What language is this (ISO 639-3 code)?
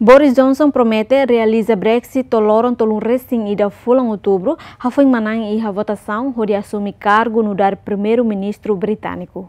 tet